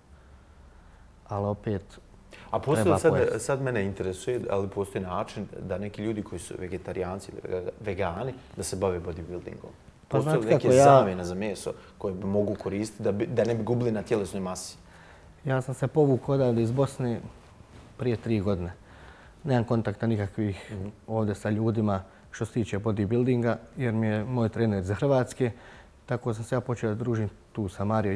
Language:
Bosnian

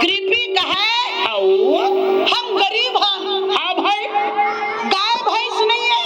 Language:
Chhattisgarhi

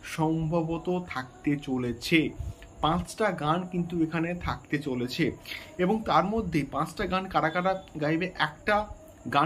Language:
Bangla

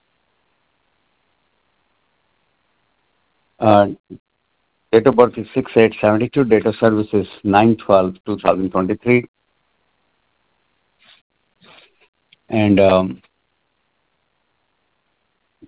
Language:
English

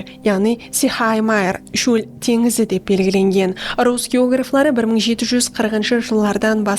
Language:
Kara-Kalpak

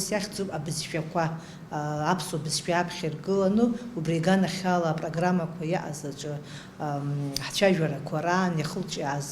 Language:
Abkhazian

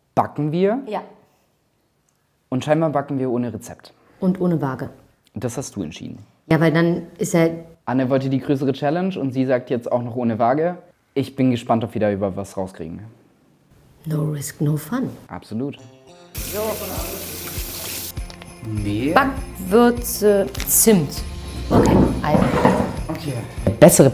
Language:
German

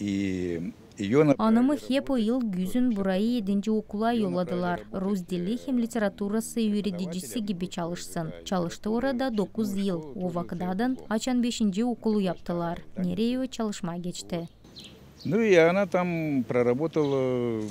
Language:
Gagauz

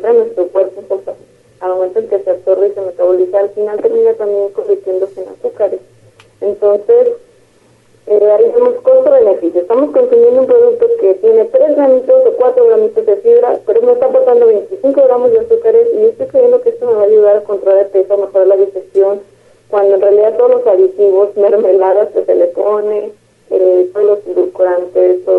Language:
Spanish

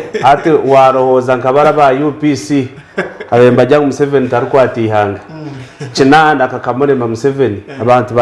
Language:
Nyankole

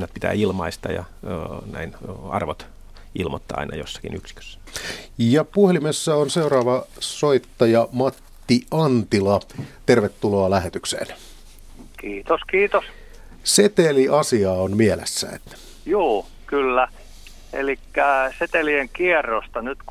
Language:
Finnish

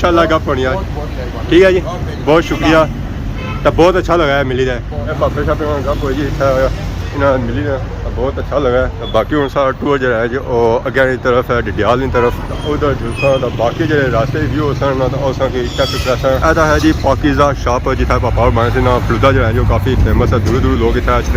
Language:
Pahari-Potwari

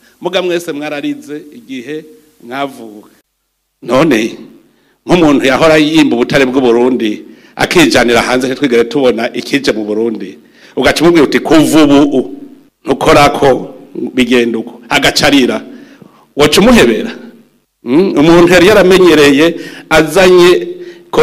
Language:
Rundi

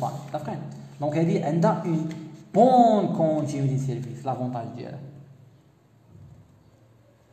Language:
Moroccan Arabic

